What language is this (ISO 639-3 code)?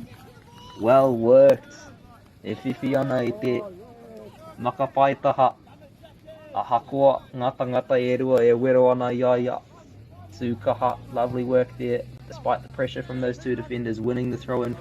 mri